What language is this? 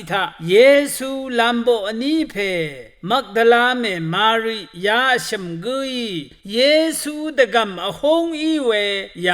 Rawang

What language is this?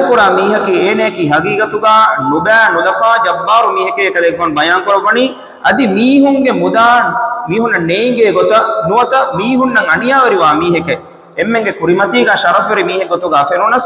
Divehi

